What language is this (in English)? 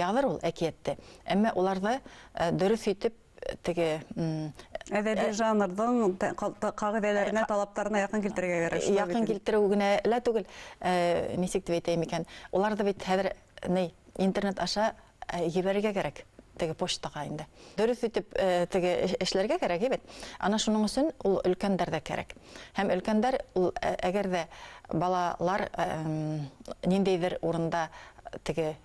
Bashkir